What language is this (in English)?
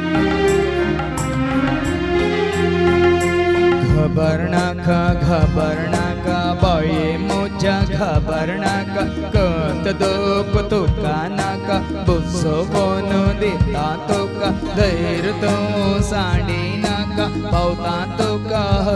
Konkani